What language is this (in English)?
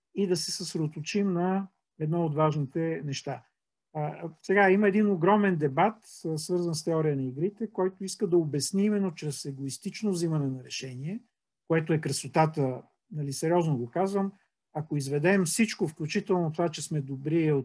Bulgarian